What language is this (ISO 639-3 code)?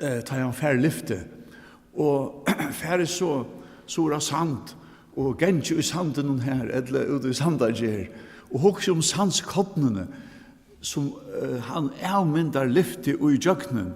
fao